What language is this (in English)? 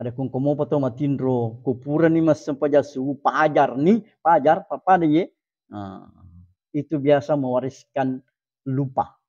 Buginese